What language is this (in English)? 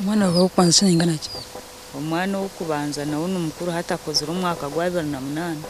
Nyankole